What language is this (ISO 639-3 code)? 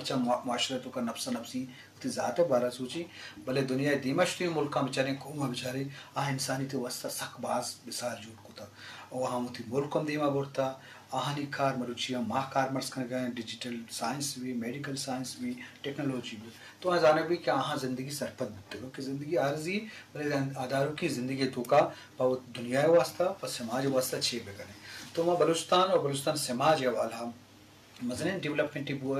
bgp